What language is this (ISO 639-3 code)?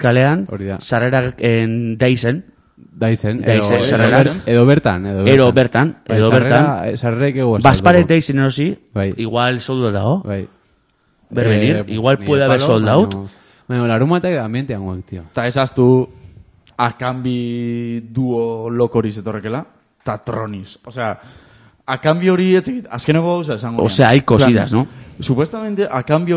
eus